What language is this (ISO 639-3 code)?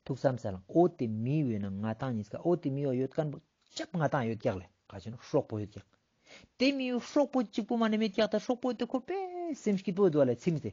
lbj